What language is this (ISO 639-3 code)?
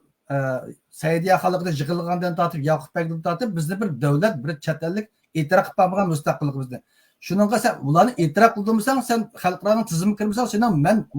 uig